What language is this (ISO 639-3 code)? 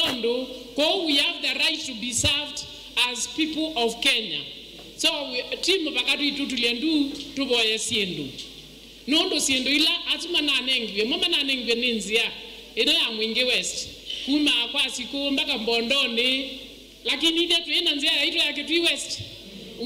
kam